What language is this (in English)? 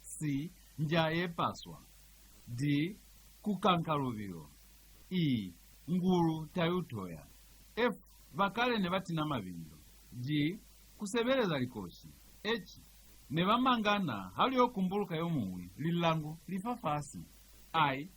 Lozi